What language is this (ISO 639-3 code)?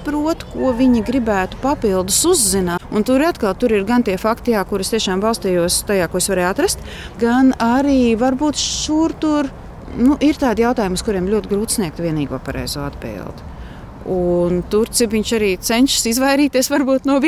lav